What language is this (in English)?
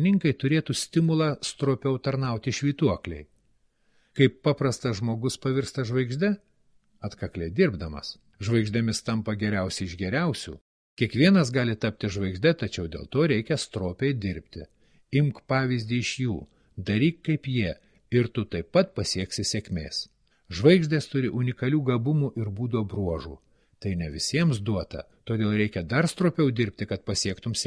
Lithuanian